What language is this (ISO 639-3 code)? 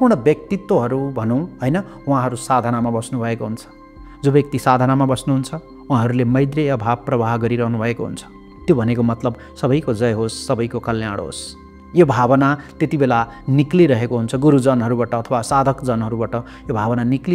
nep